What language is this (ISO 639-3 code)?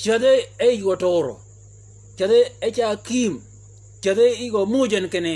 shk